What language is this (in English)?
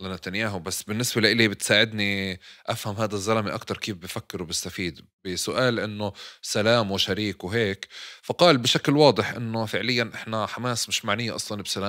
North Levantine Arabic